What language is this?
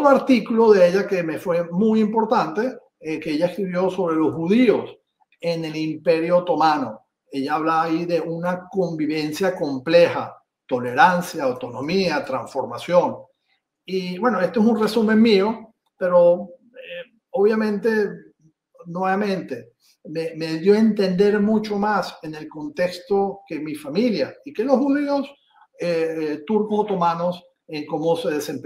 Ladino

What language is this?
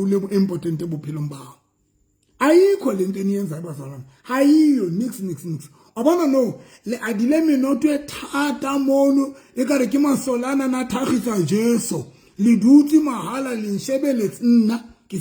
Southern Sotho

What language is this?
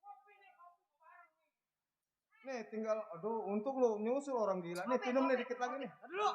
Betawi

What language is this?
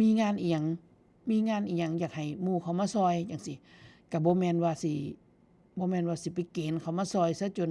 Northeastern Thai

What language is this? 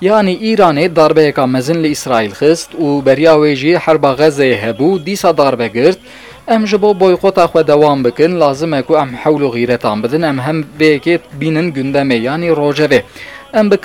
Kurdish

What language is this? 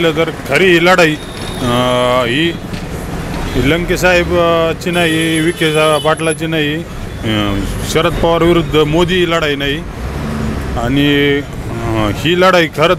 Marathi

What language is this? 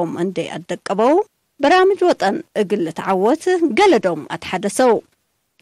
Tigre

